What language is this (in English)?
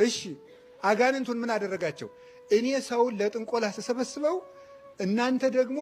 Amharic